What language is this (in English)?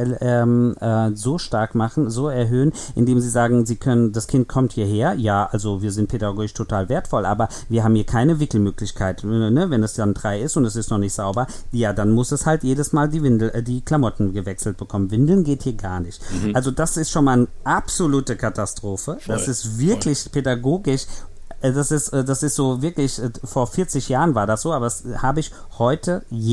German